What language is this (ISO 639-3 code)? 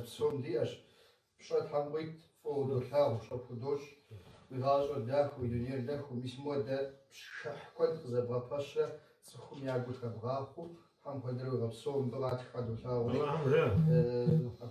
kbd